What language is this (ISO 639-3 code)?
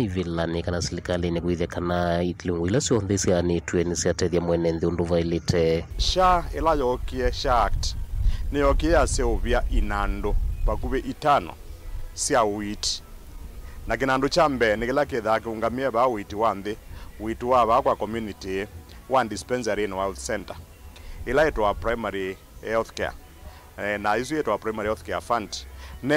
kam